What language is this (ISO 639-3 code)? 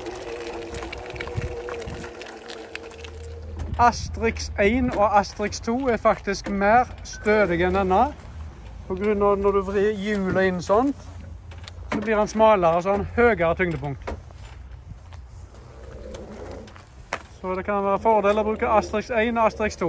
nor